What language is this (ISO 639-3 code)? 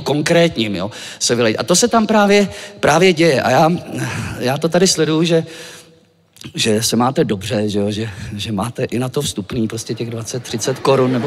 ces